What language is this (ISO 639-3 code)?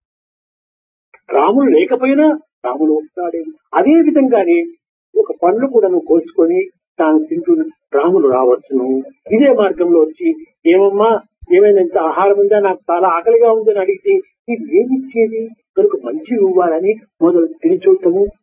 tel